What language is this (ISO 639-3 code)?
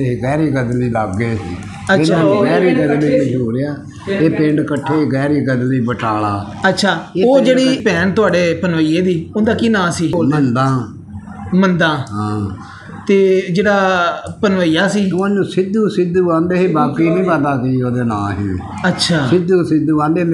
pan